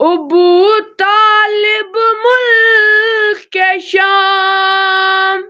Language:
Kashmiri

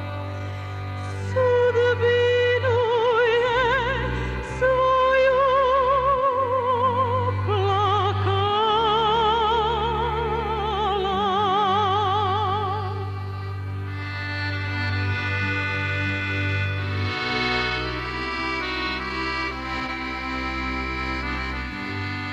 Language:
Serbian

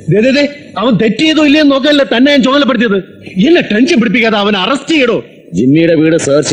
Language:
Malayalam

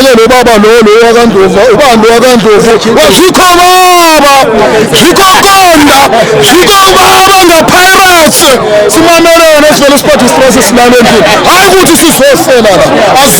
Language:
Zulu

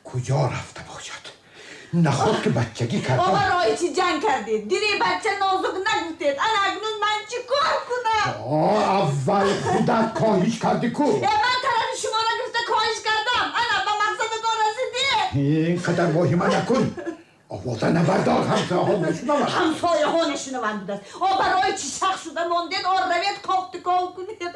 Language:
Tajik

